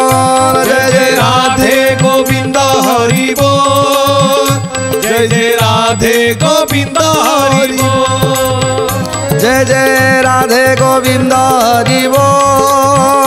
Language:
Odia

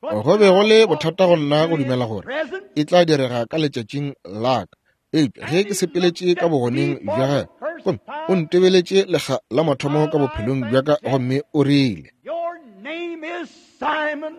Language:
Northern Sotho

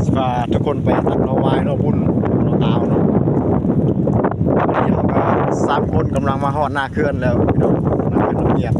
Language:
Lao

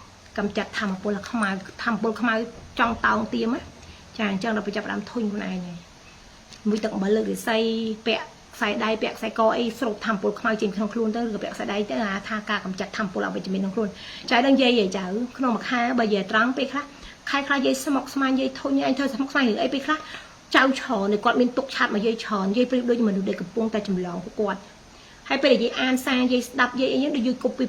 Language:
Khmer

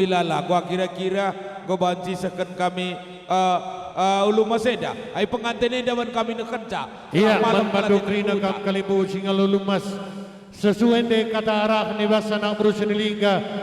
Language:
Batak Karo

